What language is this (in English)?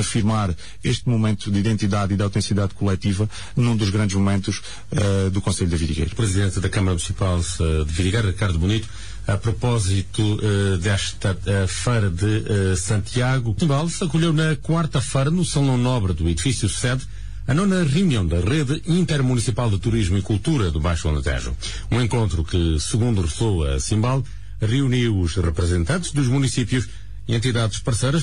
Portuguese